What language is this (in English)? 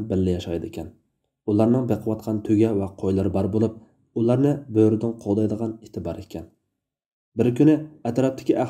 Uyghur